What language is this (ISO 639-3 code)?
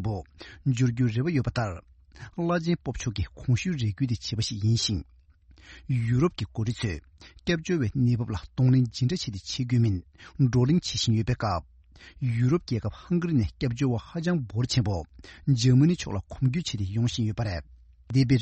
bod